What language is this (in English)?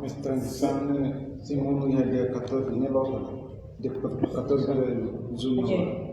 Tetum